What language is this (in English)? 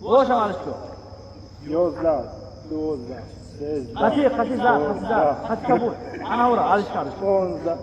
Tajik